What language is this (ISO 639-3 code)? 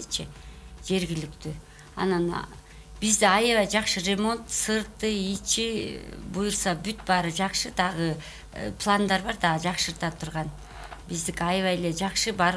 kir